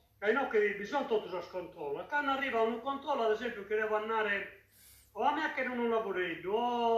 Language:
Sardinian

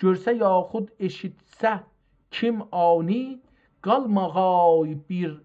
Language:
South Azerbaijani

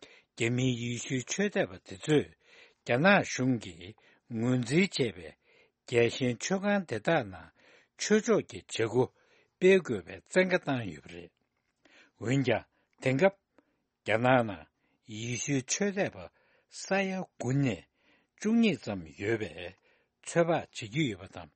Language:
Tibetan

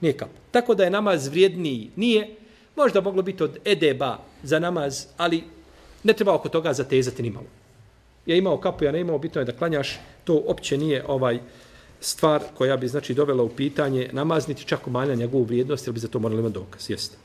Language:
Bosnian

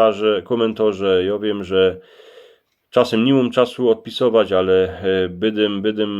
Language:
Silesian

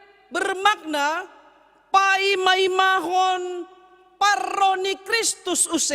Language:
Batak Simalungun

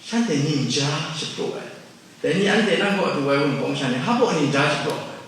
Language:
Kachin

